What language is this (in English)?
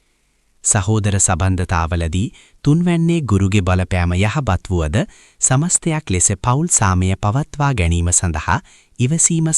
Sinhala